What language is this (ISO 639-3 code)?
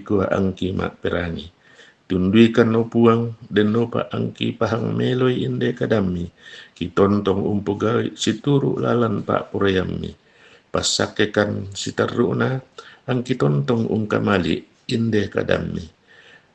sda